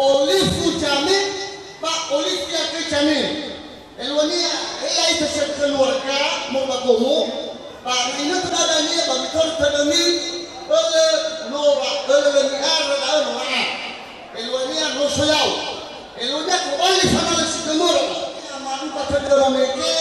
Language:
Nias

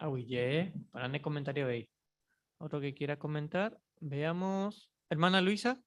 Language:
Guarani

